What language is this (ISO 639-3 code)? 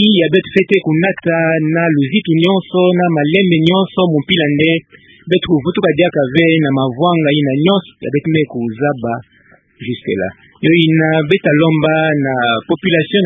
ktu